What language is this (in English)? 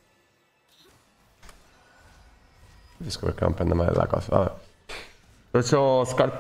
Italian